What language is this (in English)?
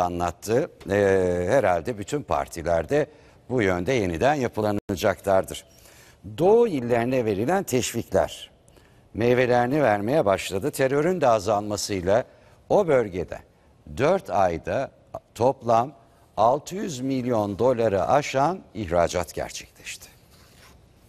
Turkish